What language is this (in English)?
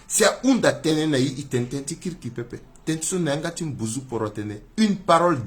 Sango